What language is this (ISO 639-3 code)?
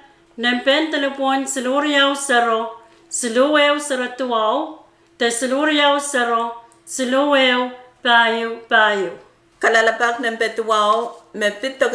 pon